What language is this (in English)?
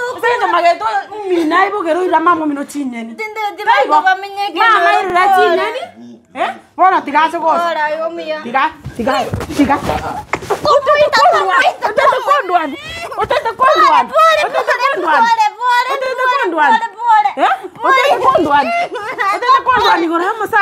Gusii